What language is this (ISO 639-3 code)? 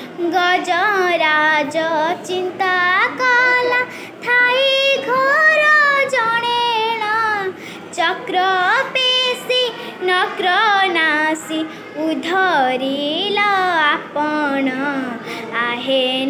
ori